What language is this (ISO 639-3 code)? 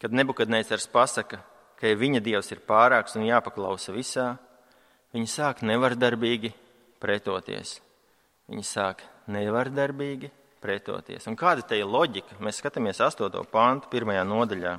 lav